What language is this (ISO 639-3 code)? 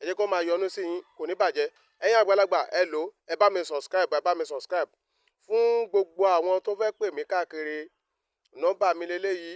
yor